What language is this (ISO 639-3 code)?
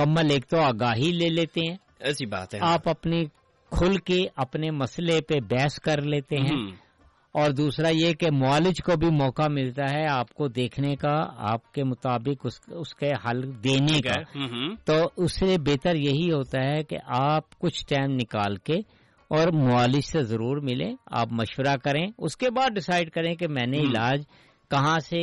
urd